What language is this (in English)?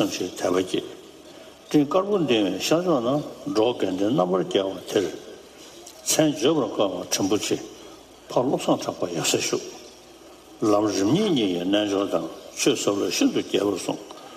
Tibetan